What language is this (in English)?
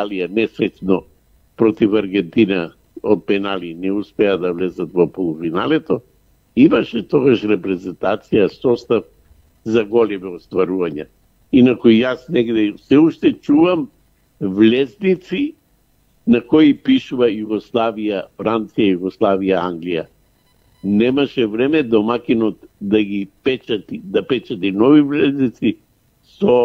Macedonian